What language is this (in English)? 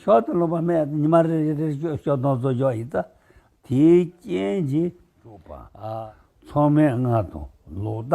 Tibetan